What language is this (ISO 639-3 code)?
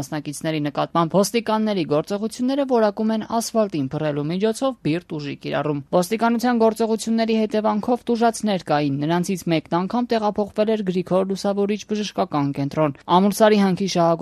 hye